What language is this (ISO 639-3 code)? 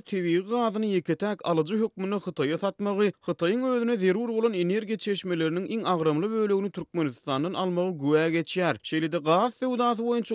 tuk